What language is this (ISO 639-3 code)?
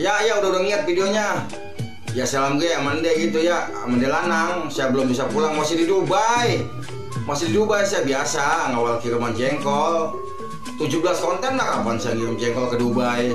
bew